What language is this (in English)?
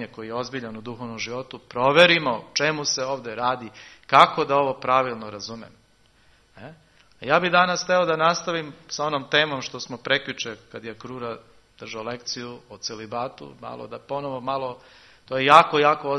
Serbian